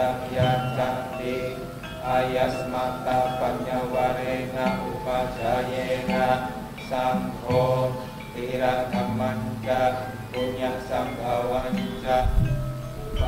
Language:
Pali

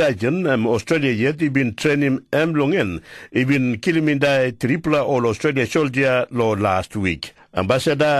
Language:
Tok Pisin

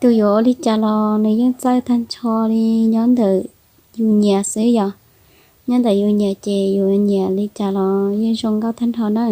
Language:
Hmong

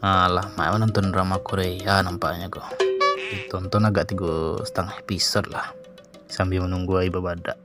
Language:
Minangkabau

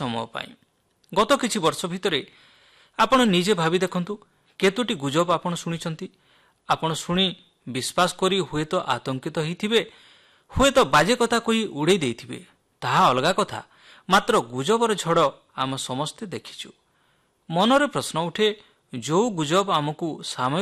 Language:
Odia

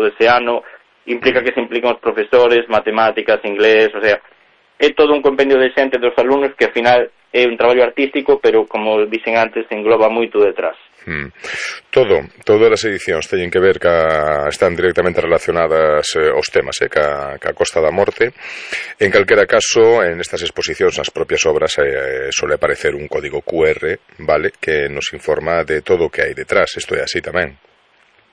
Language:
Galician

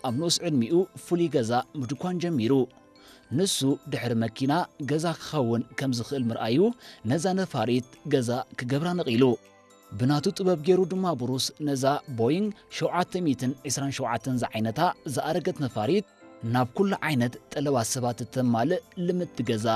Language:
Tigrinya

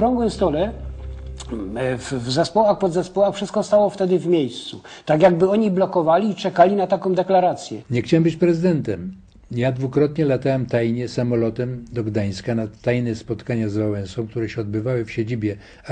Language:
Polish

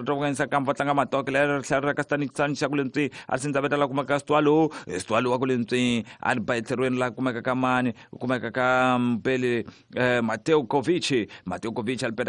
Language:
Tsonga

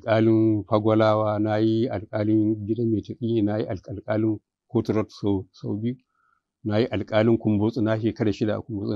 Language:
Hausa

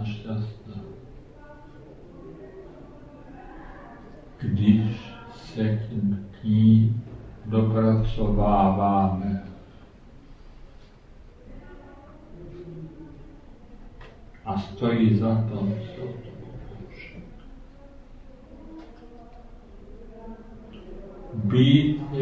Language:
Czech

